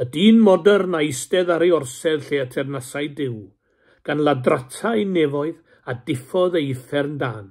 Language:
Welsh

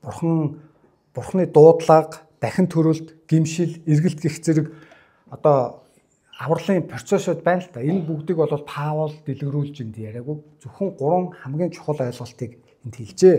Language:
Mongolian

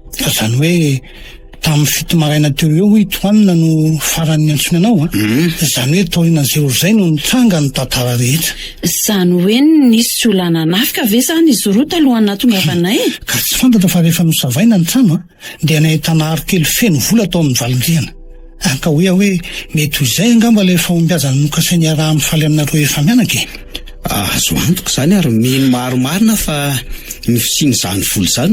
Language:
Malagasy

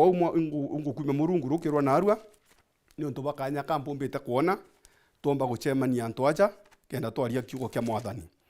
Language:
Meru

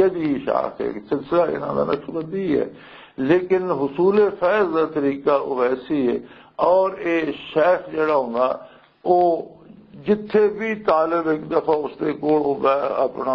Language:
Western Panjabi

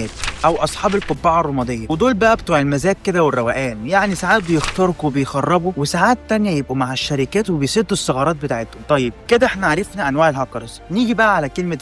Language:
Egyptian Arabic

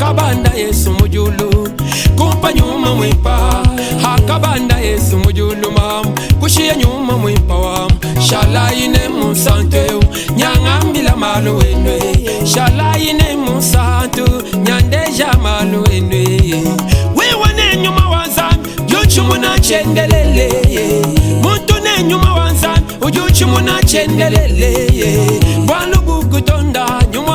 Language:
Luba-Lulua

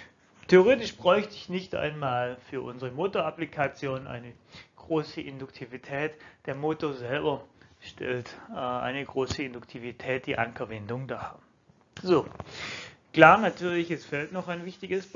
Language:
German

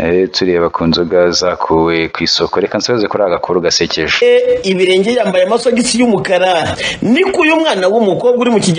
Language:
Kinyarwanda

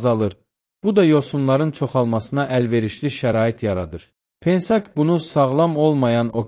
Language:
Azerbaijani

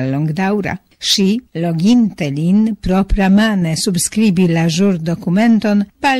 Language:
Esperanto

